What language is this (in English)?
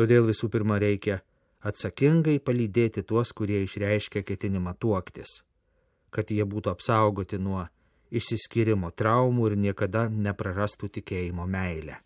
Lithuanian